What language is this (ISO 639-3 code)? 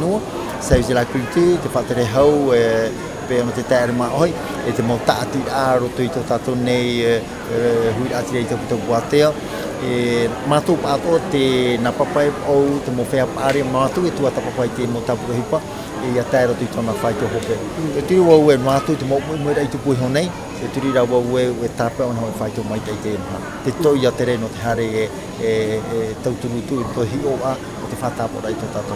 tah